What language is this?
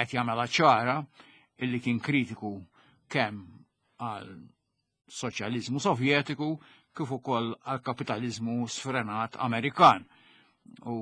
Maltese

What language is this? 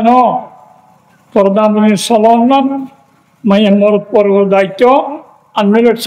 Rohingya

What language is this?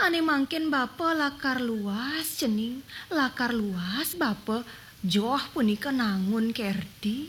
Balinese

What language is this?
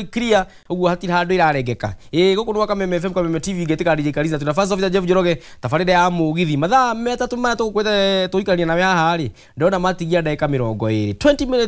Kikuyu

